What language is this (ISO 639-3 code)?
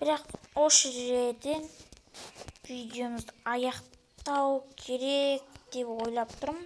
kaz